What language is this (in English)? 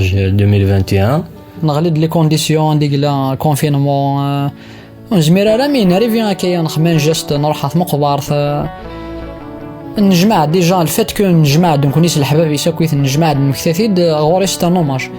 Kabyle